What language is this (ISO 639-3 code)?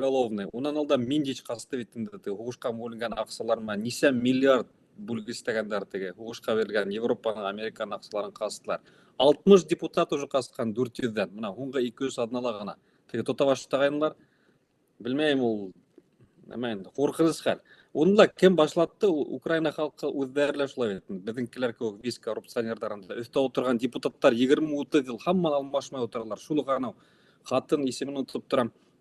bak